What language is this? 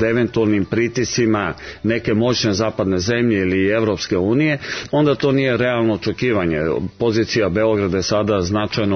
Serbian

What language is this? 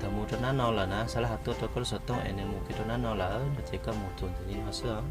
Hmong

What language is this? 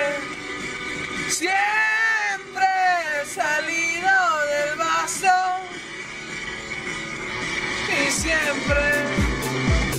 Spanish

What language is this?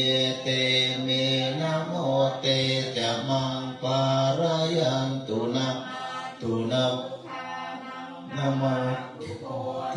Pali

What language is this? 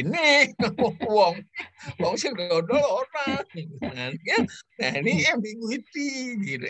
Indonesian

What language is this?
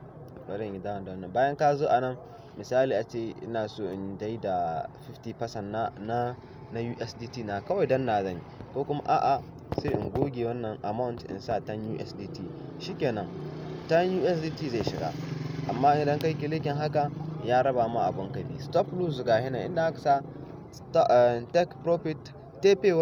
Hausa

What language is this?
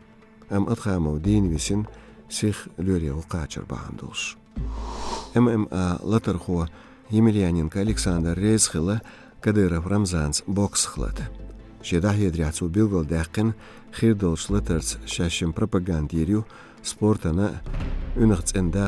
Chechen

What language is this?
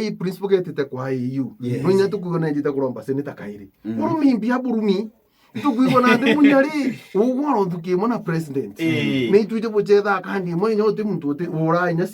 Meru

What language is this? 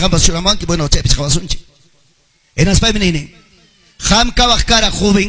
Ayacucho Quechua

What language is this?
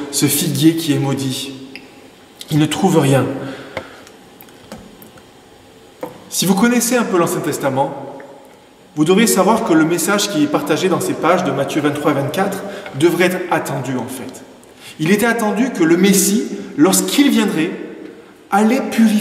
French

